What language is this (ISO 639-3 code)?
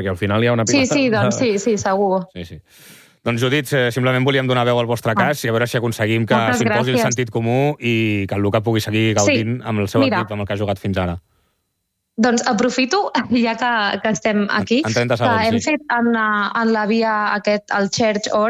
cat